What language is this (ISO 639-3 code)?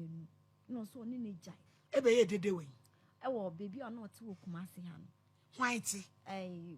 aka